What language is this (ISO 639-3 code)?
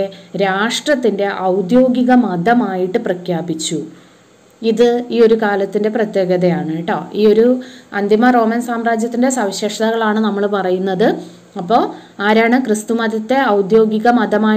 mal